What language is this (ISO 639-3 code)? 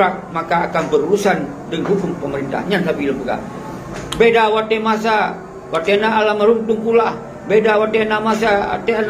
ace